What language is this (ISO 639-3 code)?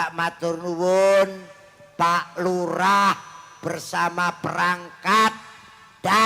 jav